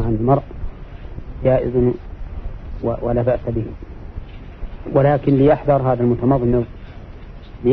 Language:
Arabic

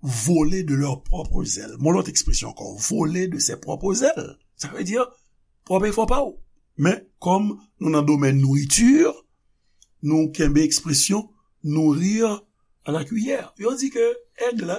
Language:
Haitian Creole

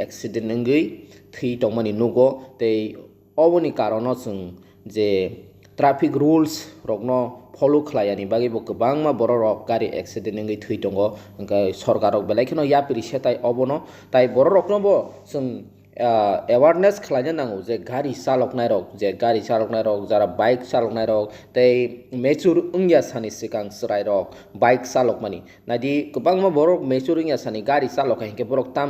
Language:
Kok Borok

